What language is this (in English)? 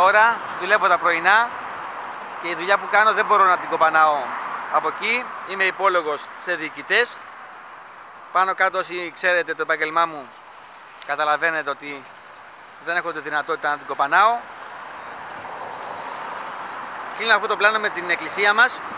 Greek